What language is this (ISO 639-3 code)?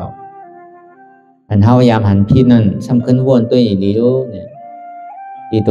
shn